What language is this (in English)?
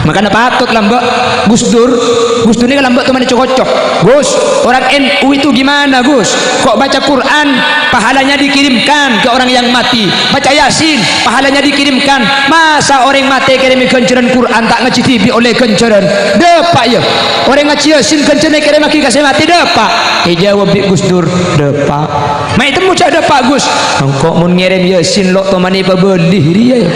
Madurese